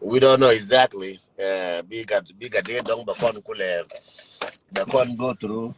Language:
Nuer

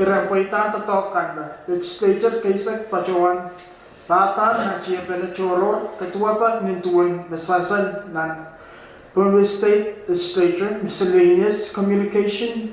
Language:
Pohnpeian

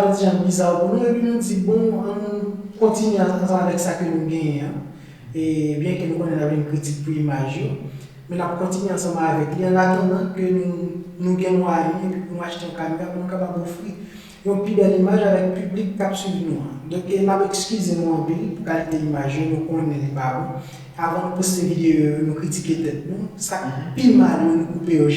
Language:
Haitian Creole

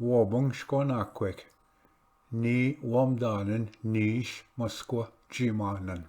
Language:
Ojibwa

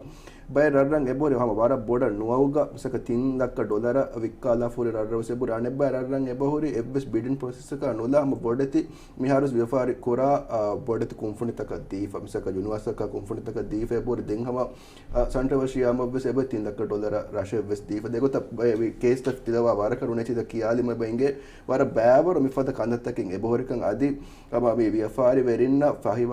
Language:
Divehi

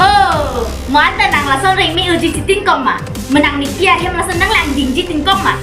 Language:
Karbi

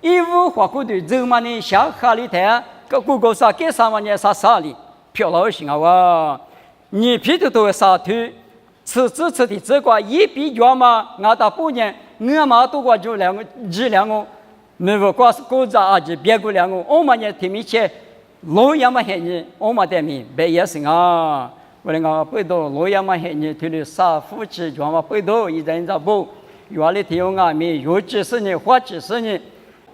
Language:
Lisu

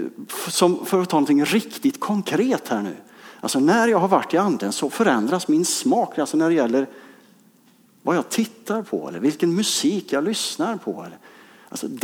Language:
Swedish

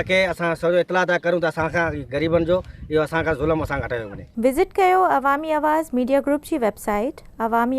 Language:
Sindhi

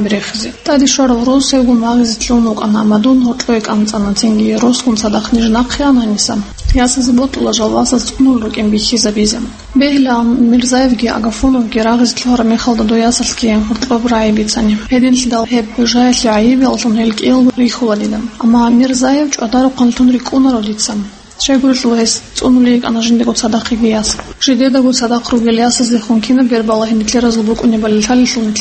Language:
Avaric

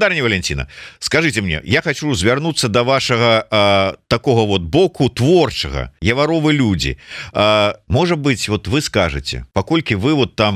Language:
Belarusian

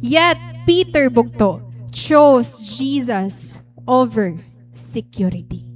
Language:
Waray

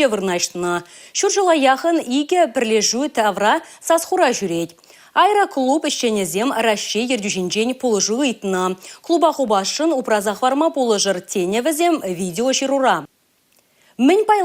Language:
Chuvash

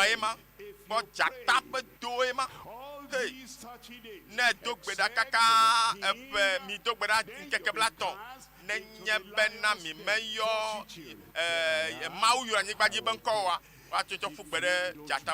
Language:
Ewe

